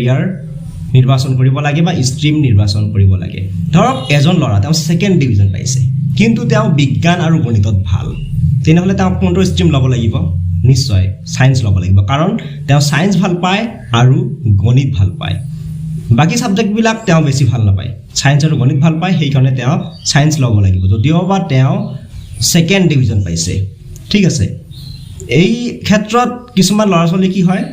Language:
Assamese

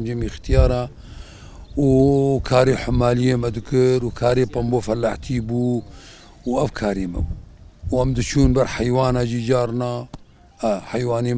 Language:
Kurdish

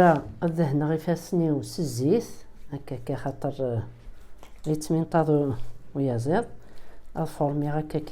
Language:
Kabyle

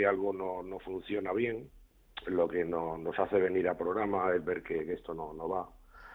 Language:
Spanish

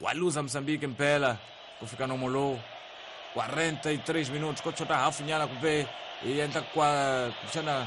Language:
Tsonga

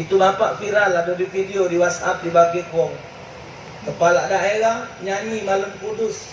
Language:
Musi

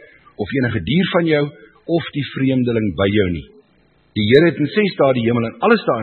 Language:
Afrikaans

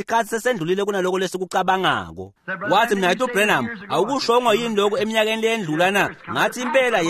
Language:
Swati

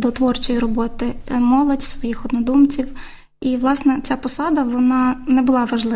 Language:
Ukrainian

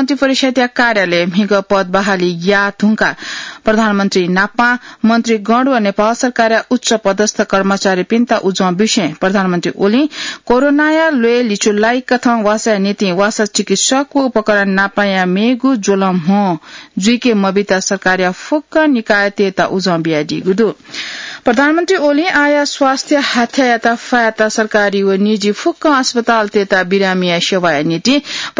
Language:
Newari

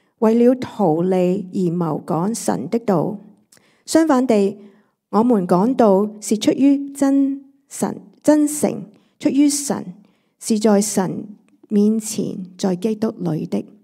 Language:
Cantonese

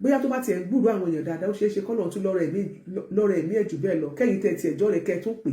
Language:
Yoruba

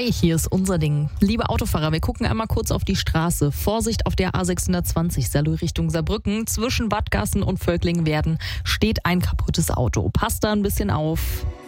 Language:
German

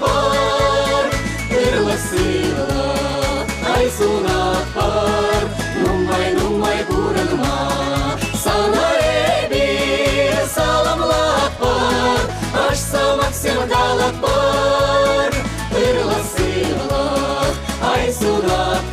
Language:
Chuvash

